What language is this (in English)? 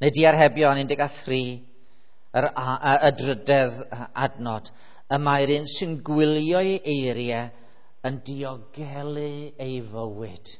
Welsh